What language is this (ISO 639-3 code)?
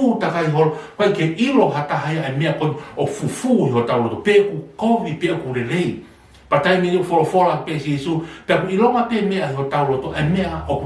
ton